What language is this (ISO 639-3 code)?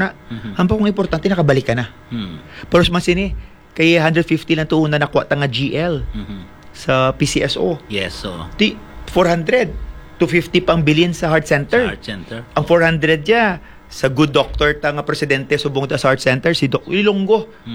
hil